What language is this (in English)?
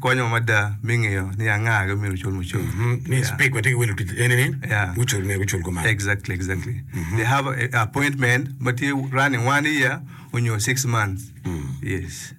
Acoli